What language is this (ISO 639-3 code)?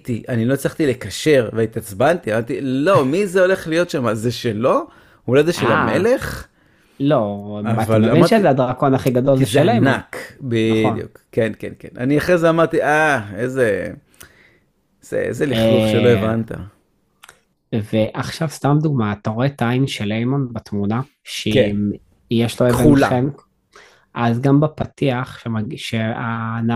heb